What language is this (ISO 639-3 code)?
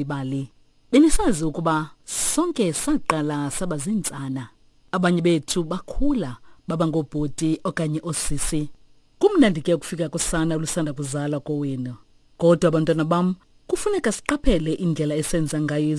xho